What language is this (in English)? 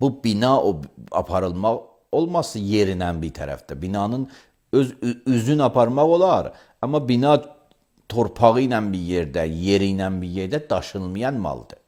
Azerbaijani